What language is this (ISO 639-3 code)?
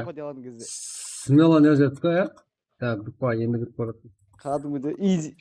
kaa